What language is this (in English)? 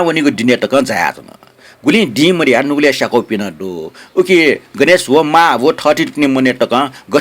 Newari